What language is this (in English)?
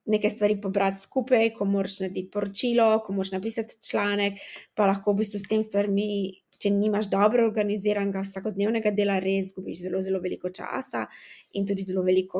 Slovenian